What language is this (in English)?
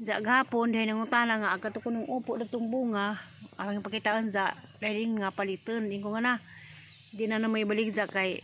Cebuano